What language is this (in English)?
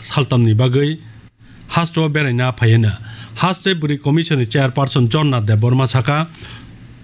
Kok Borok